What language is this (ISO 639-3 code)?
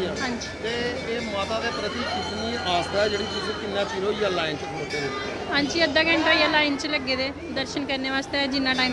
doi